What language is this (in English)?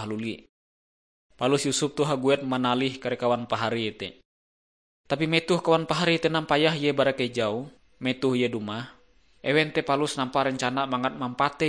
Ngaju